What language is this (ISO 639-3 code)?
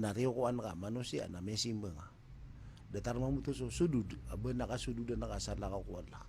mrw